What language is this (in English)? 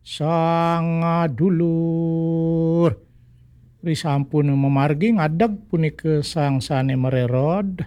Balinese